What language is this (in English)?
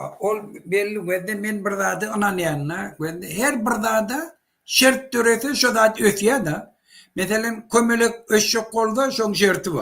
Turkmen